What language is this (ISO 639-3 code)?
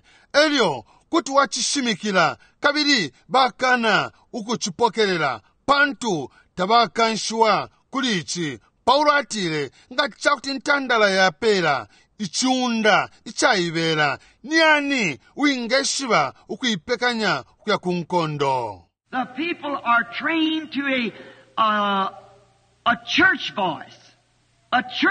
bem